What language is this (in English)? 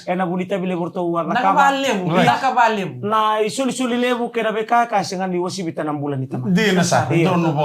Fijian